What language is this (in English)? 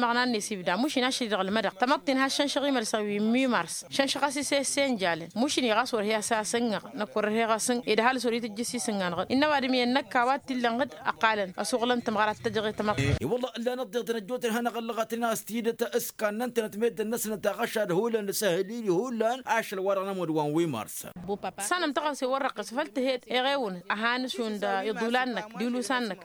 Tamasheq